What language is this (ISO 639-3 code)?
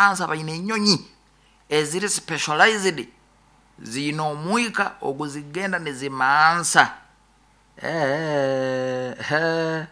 nyo